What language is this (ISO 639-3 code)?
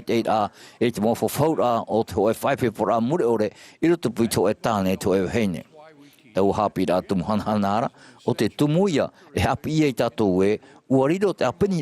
tah